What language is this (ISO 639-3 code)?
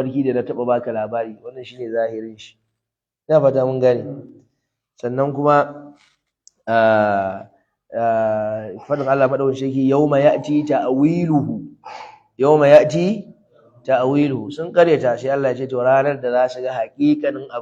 hau